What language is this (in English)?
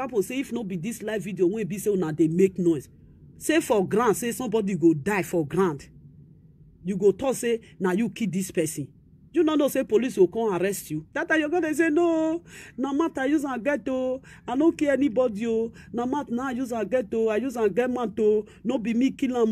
Nigerian Pidgin